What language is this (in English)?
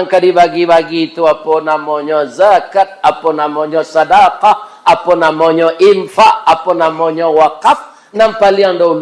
Minangkabau